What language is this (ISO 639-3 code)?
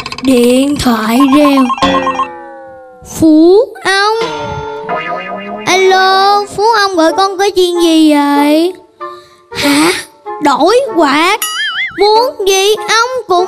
vie